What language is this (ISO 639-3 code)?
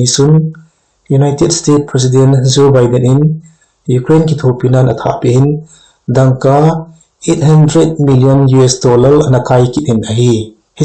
tcz